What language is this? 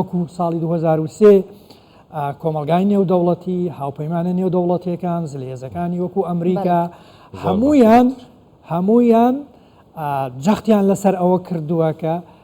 Central Kurdish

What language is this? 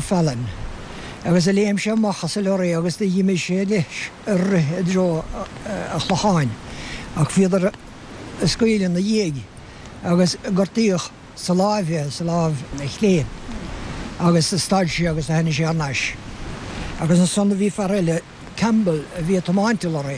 Irish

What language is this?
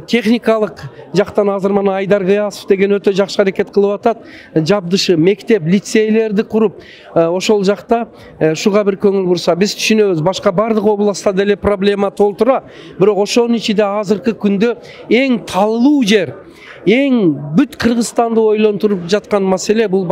Kyrgyz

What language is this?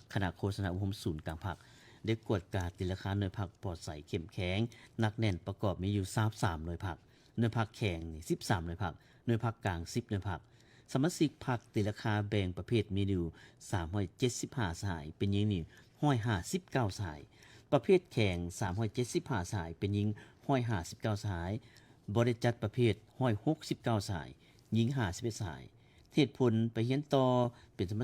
Lao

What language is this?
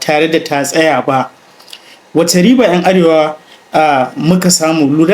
Hausa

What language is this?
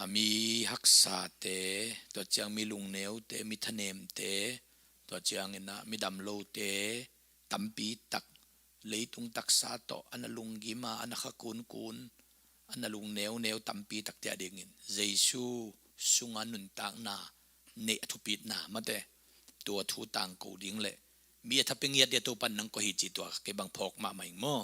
Tedim Chin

